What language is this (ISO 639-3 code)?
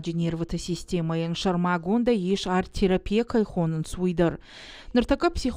oss